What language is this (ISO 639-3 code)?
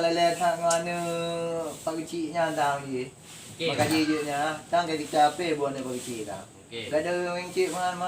ace